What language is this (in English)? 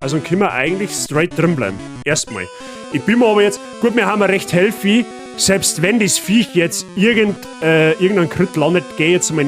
Bavarian